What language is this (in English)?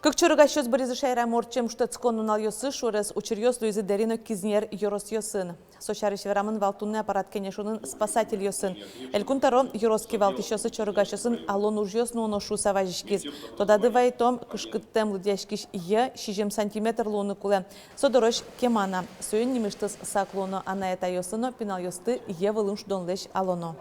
Udmurt